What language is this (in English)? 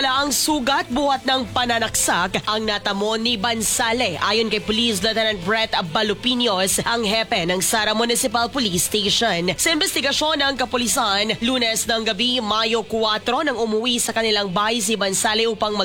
Filipino